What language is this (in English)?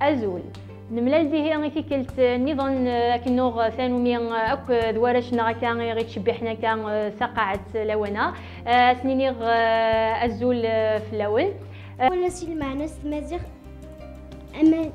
Kabyle